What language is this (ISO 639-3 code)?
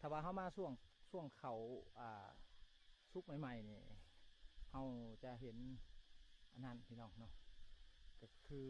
lao